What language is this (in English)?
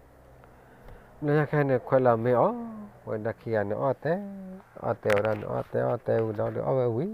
S'gaw Karen